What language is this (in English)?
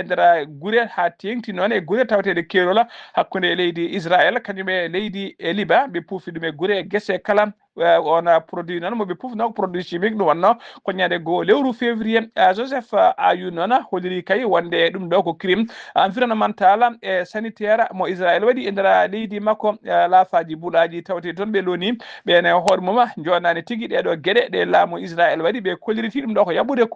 Fula